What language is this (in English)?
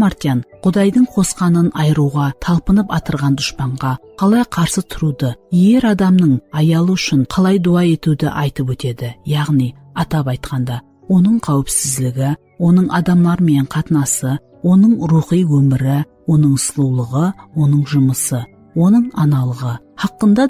Kara-Kalpak